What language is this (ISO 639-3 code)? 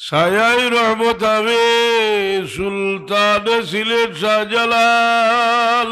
syl